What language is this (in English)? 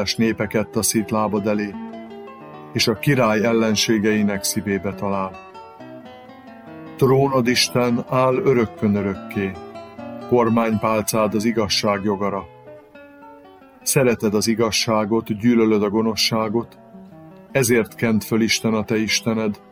Hungarian